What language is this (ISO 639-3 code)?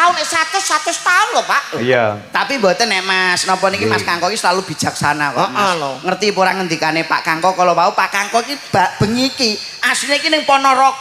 jav